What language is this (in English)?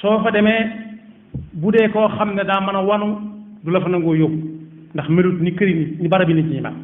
Wolof